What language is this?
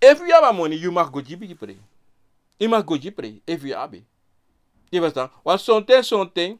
Sranan Tongo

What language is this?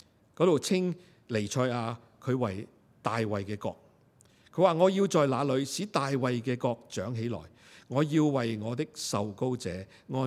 Cantonese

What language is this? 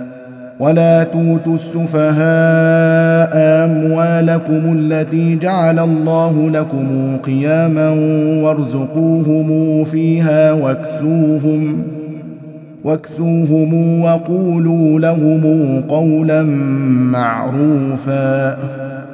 Arabic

